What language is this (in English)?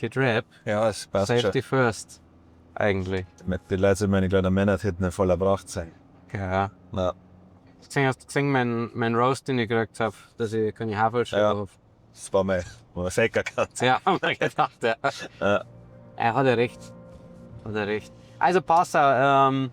Bavarian